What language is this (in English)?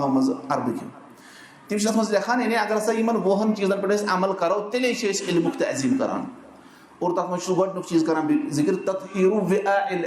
Kashmiri